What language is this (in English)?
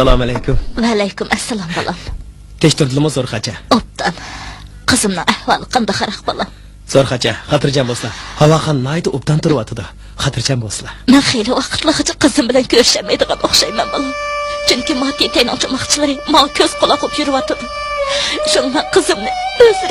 Uyghur